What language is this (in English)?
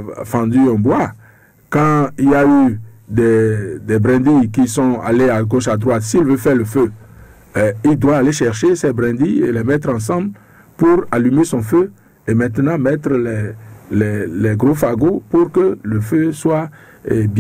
French